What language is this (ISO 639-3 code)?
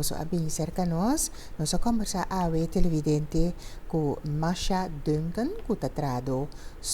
pap